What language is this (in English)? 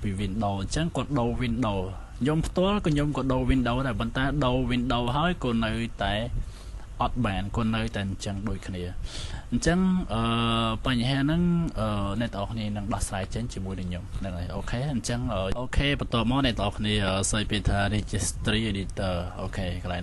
Khmer